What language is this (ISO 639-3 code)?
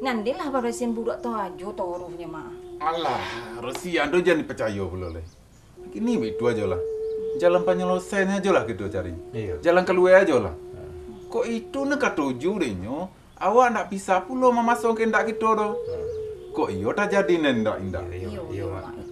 min